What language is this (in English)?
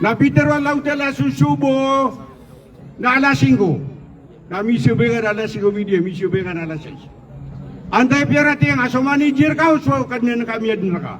Maranao